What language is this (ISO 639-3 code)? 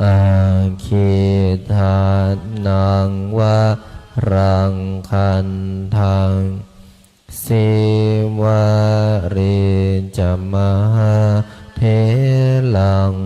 pli